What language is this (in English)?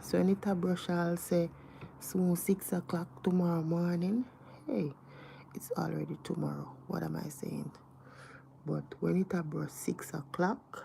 Jamaican Creole English